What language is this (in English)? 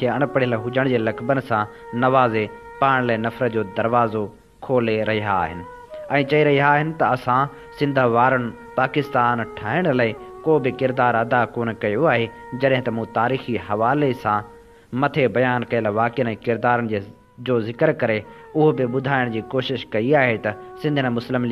Sindhi